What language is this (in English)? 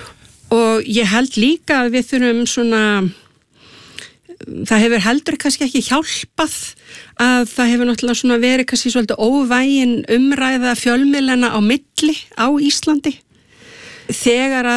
Icelandic